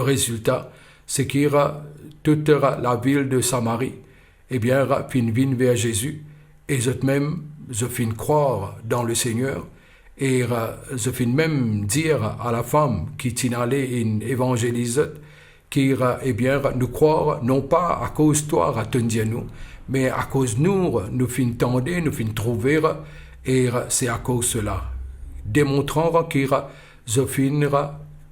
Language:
Morisyen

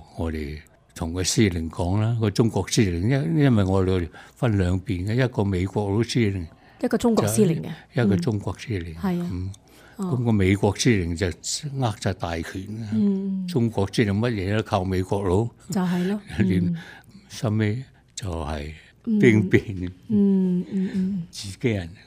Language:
Cantonese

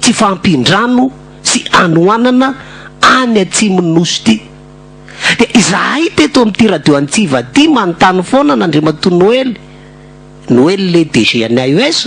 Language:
Malagasy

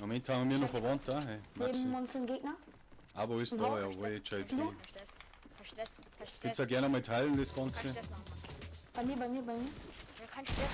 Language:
Bavarian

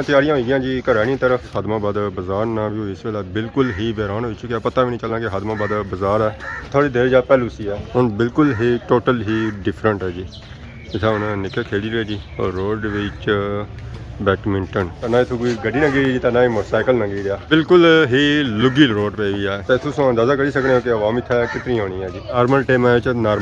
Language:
Pahari-Potwari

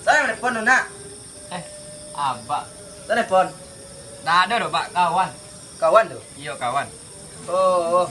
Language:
Minangkabau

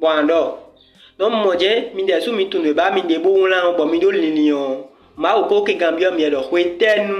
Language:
Fon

